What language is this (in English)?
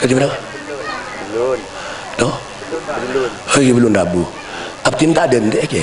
Madurese